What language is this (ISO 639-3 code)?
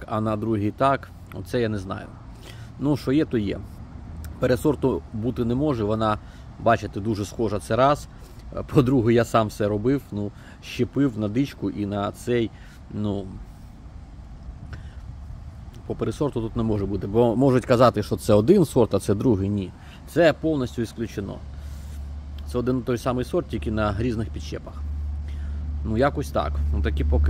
ukr